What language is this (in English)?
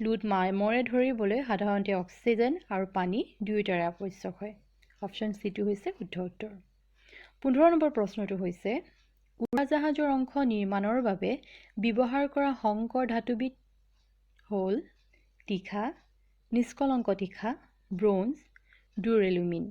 Assamese